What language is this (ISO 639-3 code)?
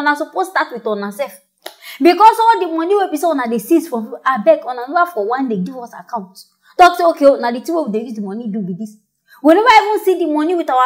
pcm